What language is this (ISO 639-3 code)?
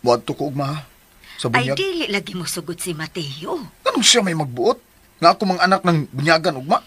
ceb